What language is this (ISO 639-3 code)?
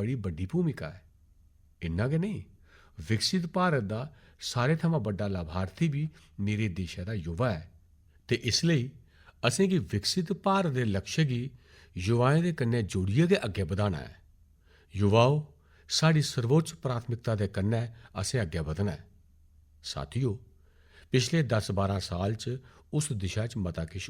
doi